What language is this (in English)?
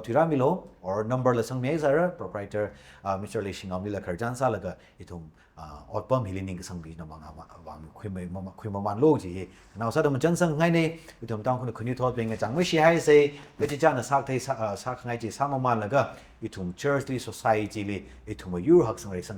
Tangkhul Naga (India)